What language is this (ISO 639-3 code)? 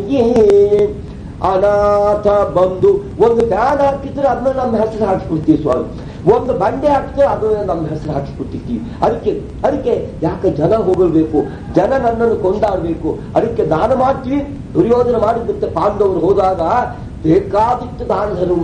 kan